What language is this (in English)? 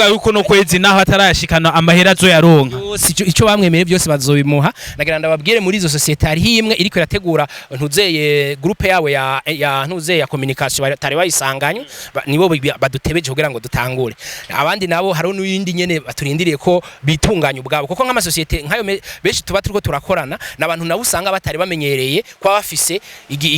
Rundi